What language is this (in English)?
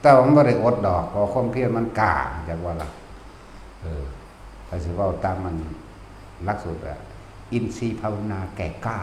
Northeastern Thai